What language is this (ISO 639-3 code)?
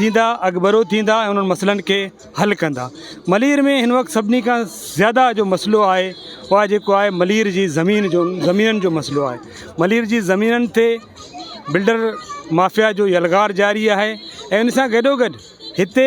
snd